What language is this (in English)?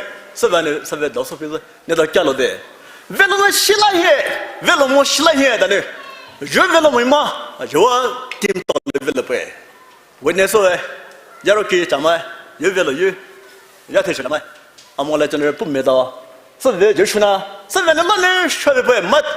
Poumei Naga